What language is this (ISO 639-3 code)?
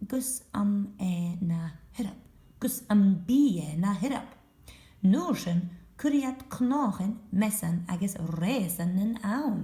gla